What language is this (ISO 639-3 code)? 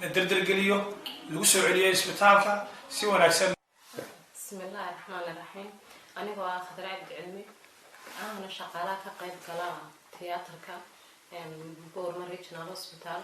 som